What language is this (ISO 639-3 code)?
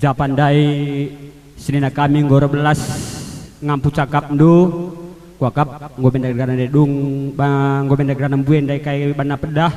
btx